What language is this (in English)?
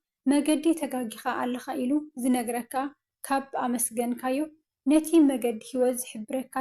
Tigrinya